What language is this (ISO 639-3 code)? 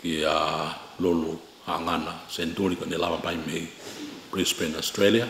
ton